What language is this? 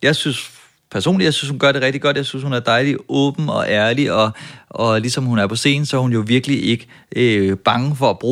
Danish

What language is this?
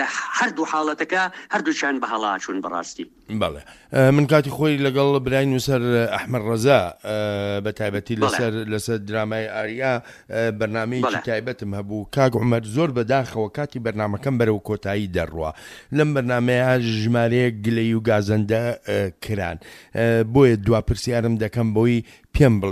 Central Kurdish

